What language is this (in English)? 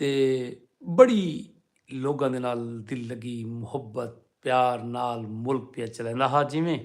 Saraiki